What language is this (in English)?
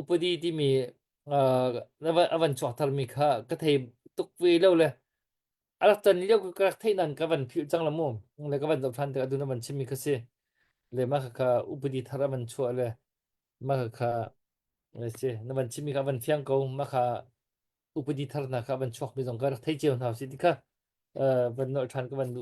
Hakha Chin